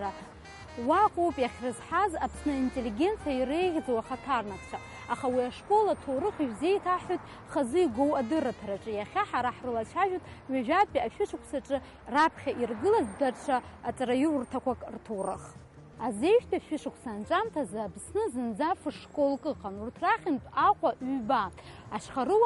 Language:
Abkhazian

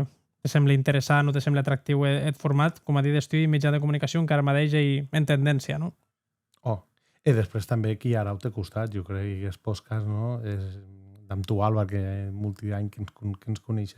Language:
Occitan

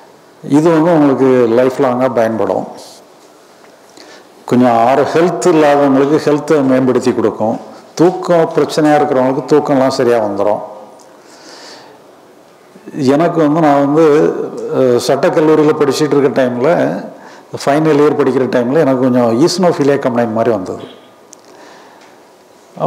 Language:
Tamil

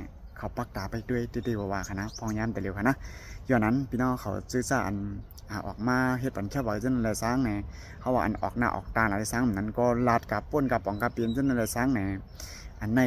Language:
Shan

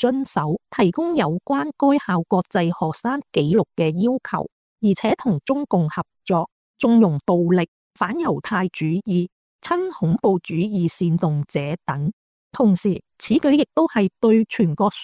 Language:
Cantonese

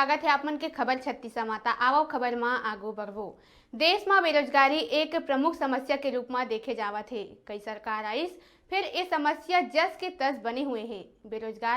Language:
Chhattisgarhi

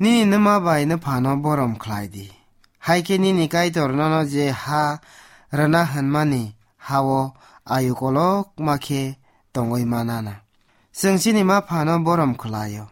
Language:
Kok Borok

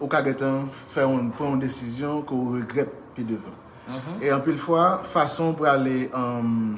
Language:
Haitian Creole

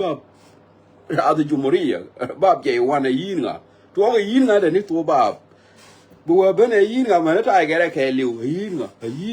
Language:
Nuer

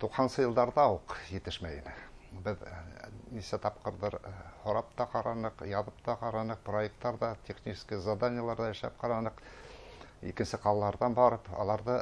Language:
Bashkir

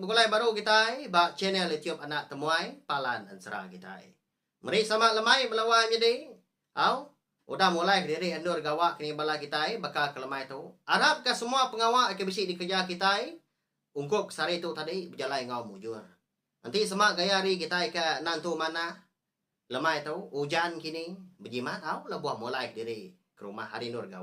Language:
Iban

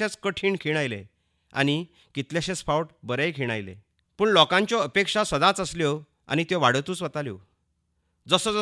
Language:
Konkani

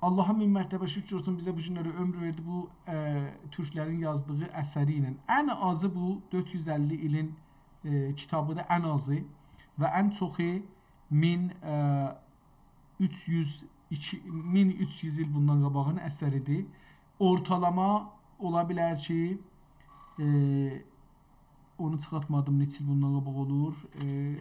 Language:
South Azerbaijani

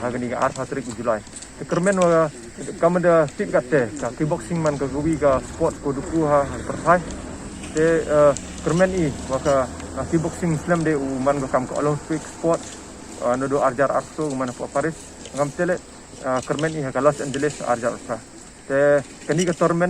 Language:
Pnar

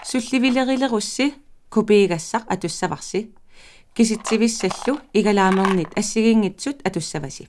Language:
Kalaallisut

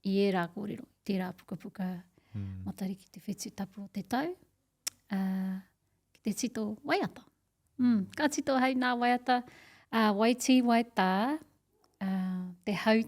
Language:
Māori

